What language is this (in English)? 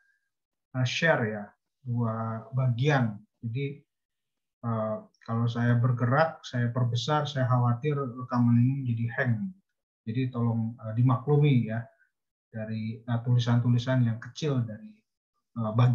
Indonesian